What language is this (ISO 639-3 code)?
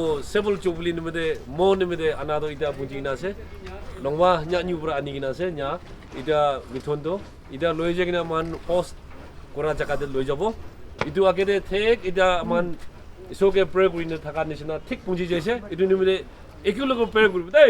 nag